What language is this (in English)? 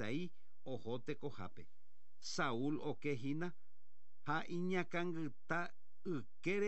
Guarani